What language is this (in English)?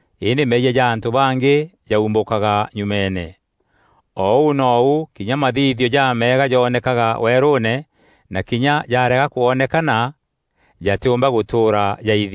Meru